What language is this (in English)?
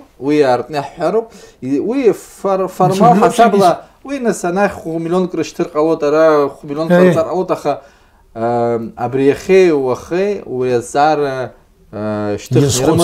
Abkhazian